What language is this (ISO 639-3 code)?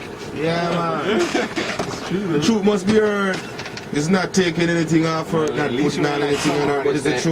jam